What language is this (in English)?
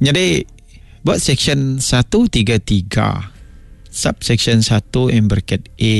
Iban